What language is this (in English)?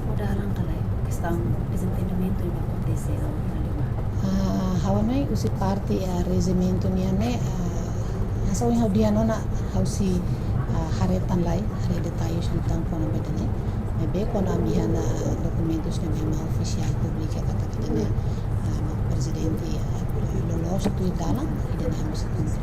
Tetum